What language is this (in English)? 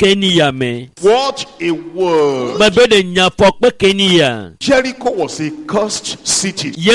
Ewe